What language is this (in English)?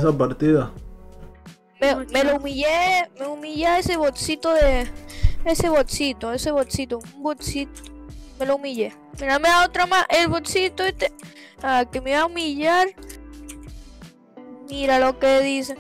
Spanish